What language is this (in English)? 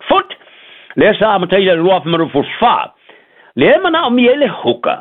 Samoan